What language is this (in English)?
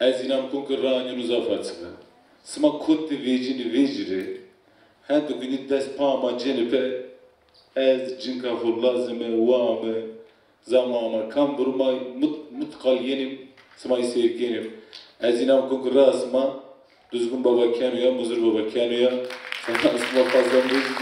Zaza